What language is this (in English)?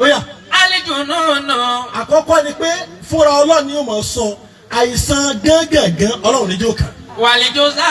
Yoruba